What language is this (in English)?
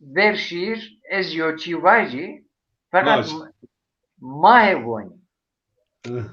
Zaza